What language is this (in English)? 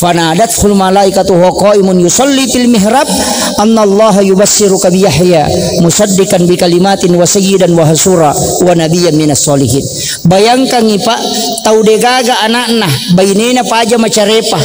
Buginese